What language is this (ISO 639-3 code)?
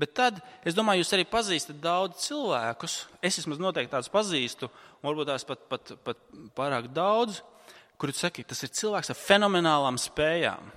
lav